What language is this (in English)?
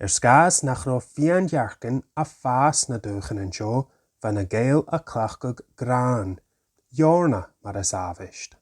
Scottish Gaelic